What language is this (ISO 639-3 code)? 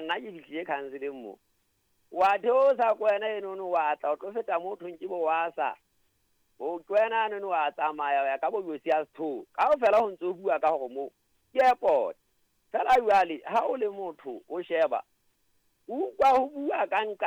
sot